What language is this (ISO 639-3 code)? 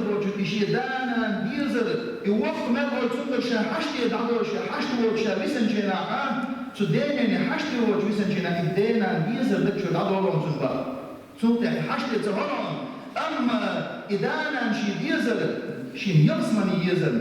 che